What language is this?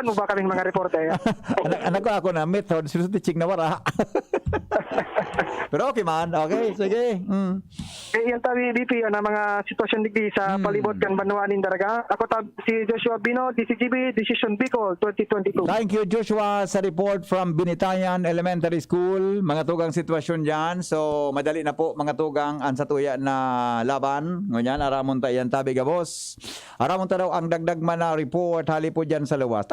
Bikol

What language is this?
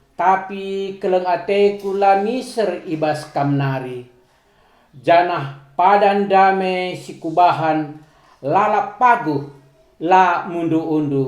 Batak Karo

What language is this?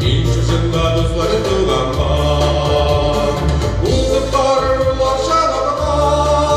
Bashkir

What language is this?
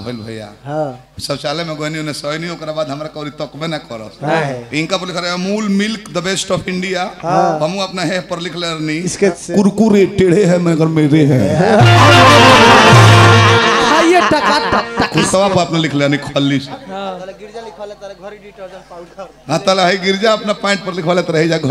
Bhojpuri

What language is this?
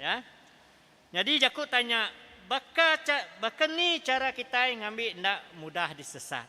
Iban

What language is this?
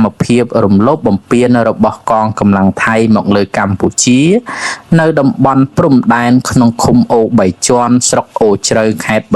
Khmer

